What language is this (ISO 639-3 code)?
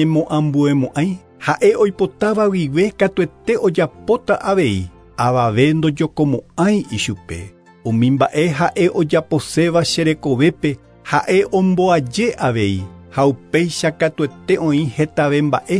grn